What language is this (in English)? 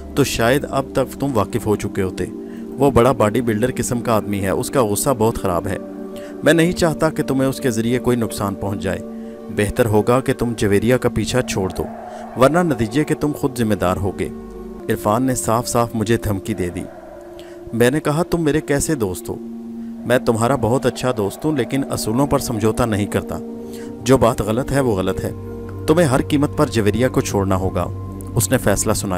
Urdu